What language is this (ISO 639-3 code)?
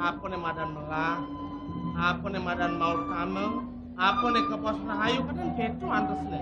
ban